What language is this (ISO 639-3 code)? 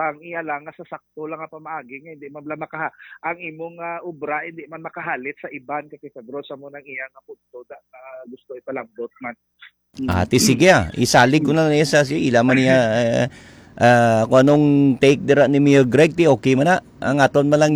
hil